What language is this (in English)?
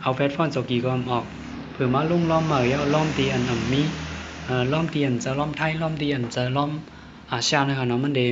Shan